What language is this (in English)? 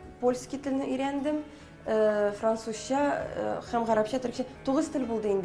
Tatar